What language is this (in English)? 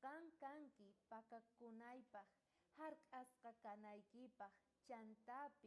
South Bolivian Quechua